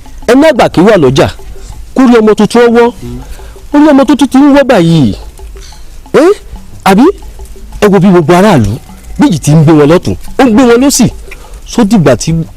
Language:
Yoruba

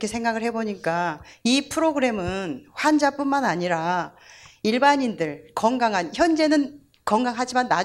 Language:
Korean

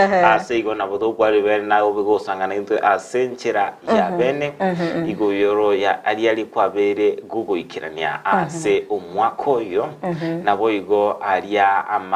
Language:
Gusii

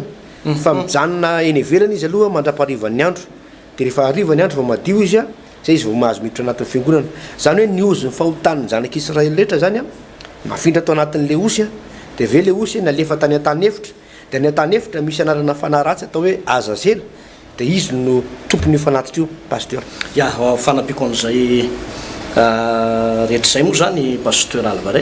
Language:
Malagasy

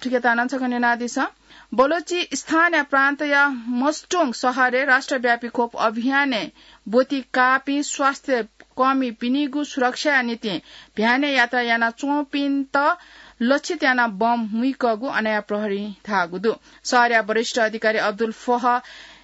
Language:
Newari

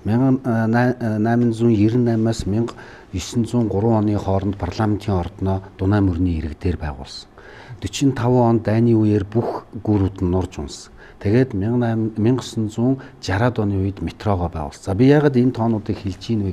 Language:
Mongolian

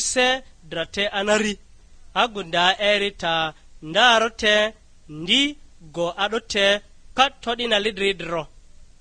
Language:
Lugbara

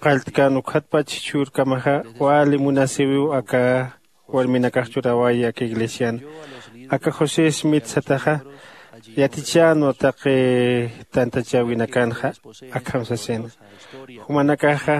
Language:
Aymara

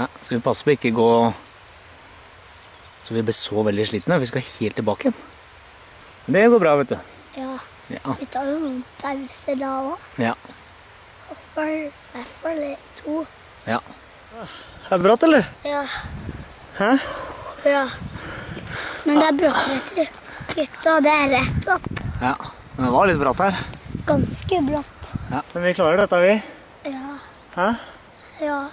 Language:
Norwegian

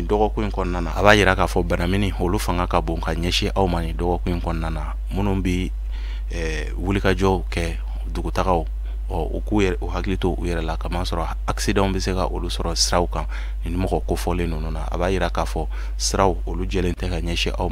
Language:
Bambara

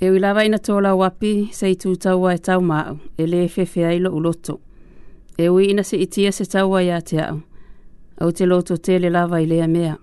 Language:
Samoan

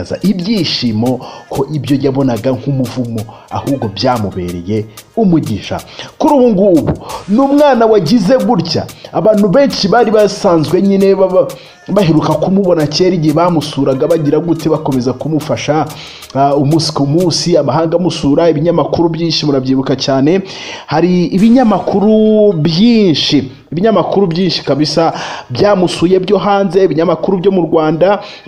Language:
Kinyarwanda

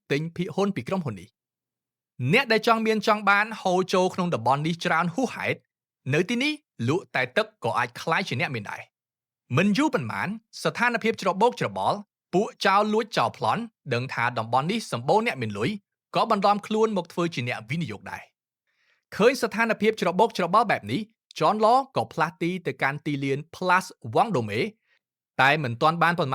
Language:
Khmer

